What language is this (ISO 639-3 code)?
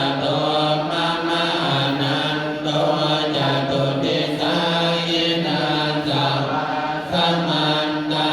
pli